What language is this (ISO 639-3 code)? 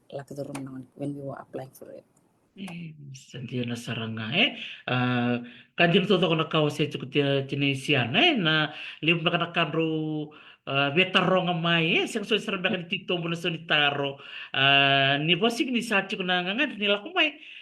fij